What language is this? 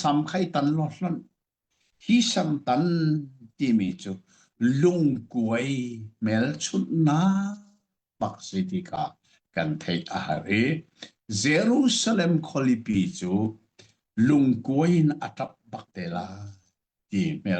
Hakha Chin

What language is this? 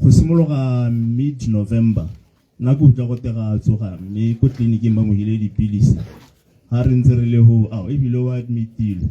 Tswana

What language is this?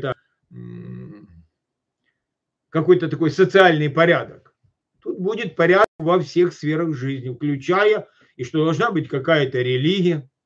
Russian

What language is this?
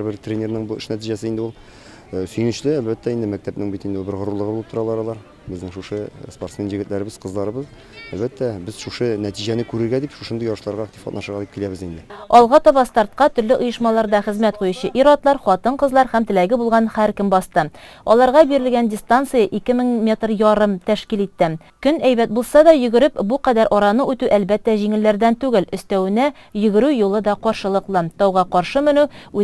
Tatar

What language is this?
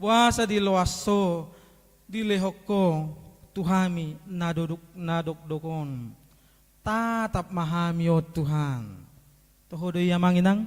Batak Toba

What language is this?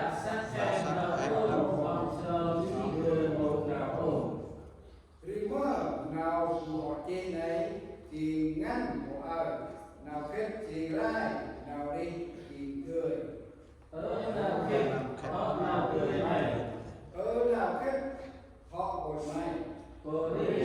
Central Mnong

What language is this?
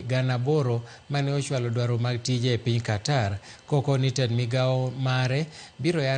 Luo (Kenya and Tanzania)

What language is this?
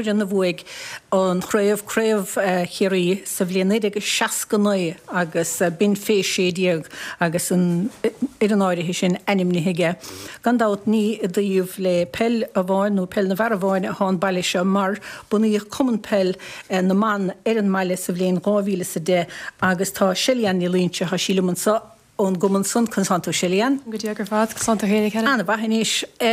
Irish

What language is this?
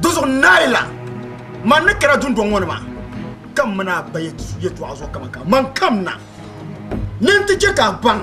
Dagbani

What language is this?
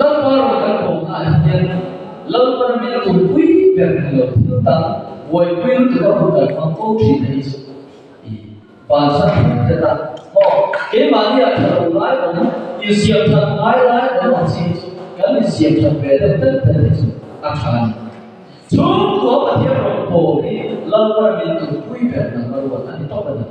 Mizo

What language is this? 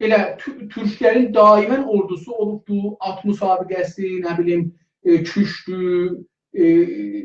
South Azerbaijani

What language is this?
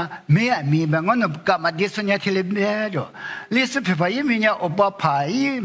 Lisu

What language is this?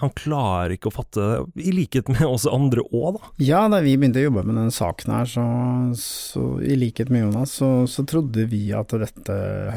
Norwegian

